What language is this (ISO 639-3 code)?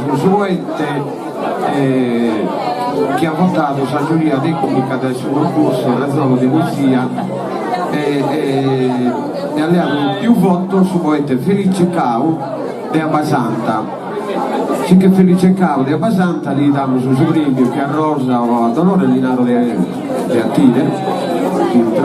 srd